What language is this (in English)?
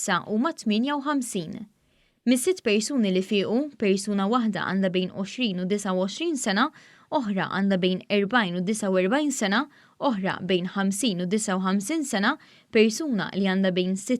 Maltese